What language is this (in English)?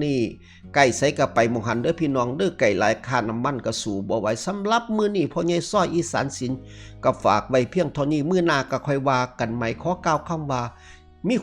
Northeastern Thai